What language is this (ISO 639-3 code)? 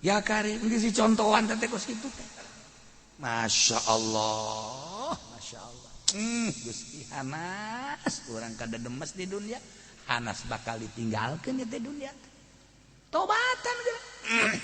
sun